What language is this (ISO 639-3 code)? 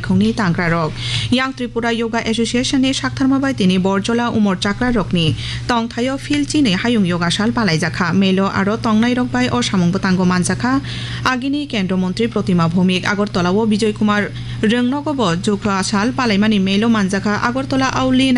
trp